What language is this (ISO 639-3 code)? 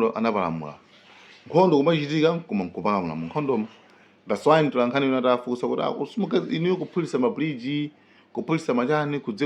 nya